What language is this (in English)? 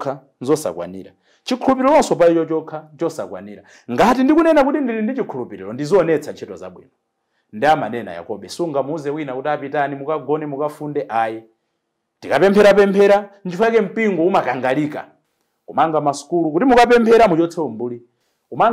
Nyanja